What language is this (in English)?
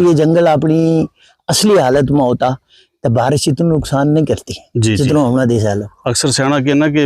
Gujari